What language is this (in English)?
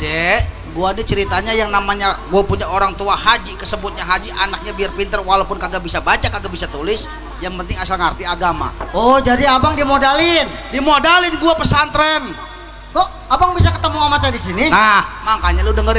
Betawi